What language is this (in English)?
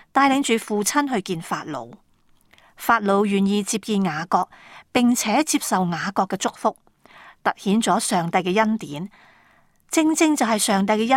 Cantonese